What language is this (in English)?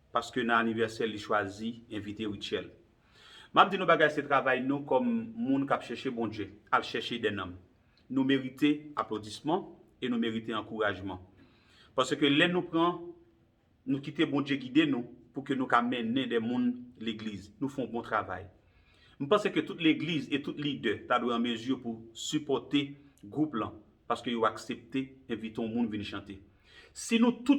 Haitian Creole